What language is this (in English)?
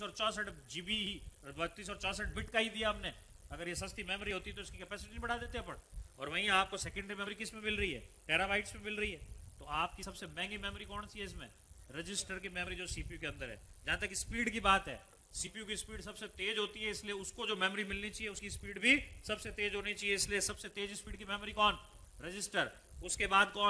Hindi